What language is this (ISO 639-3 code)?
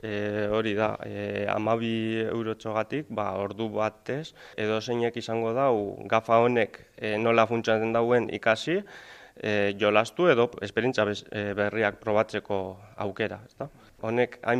eus